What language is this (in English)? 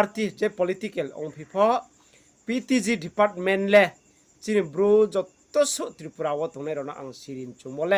Riang (India)